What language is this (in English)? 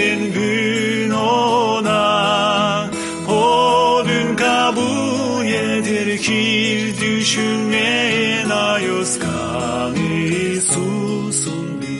Gagauz